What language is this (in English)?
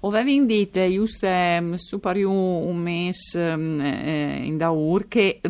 Friulian